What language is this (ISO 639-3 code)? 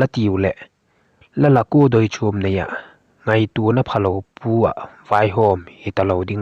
vap